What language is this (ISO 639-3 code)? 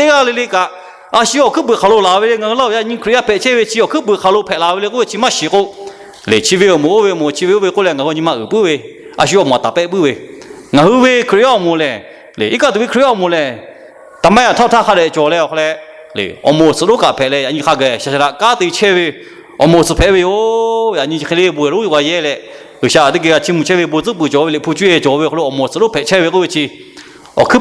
lhu